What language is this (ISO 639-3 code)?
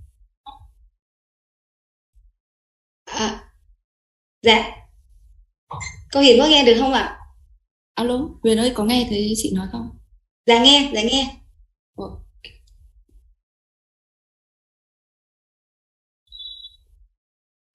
vie